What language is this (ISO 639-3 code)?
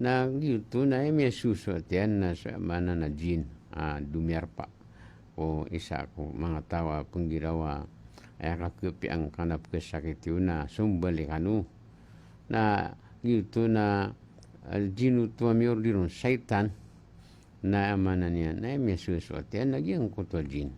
mrw